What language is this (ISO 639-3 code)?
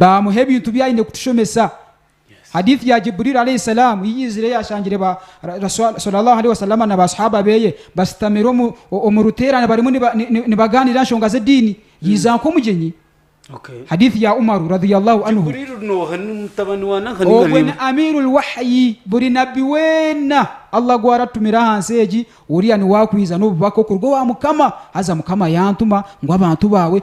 nyn